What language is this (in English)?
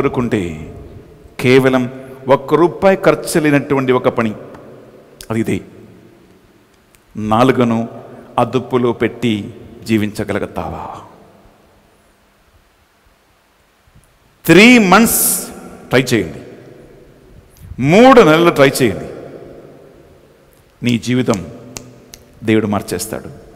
Telugu